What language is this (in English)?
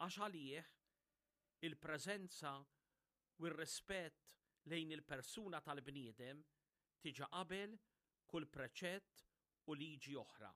Maltese